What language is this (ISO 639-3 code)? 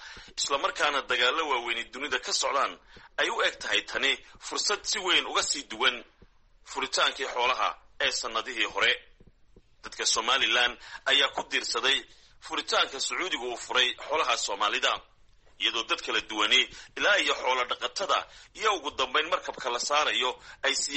som